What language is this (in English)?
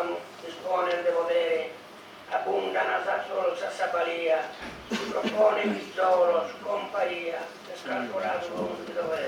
Sardinian